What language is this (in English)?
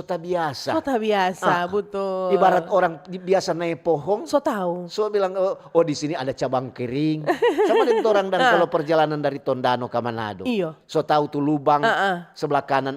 Manado Malay